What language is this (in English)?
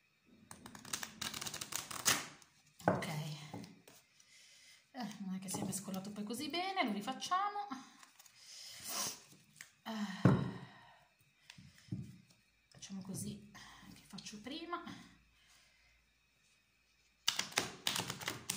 Italian